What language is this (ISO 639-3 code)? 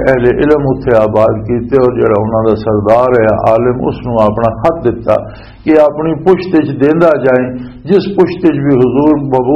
lah